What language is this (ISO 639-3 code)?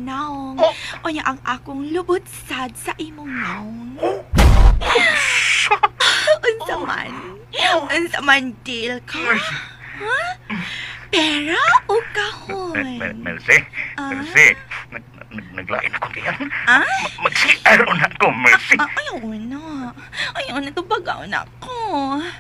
ceb